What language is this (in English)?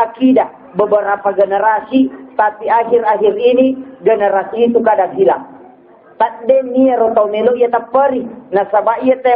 Buginese